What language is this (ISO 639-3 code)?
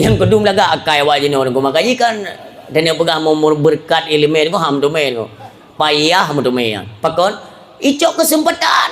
ace